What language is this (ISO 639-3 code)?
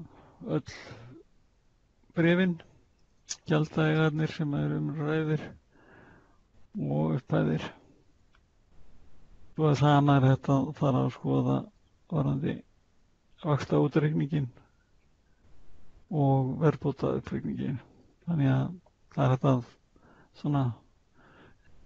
isl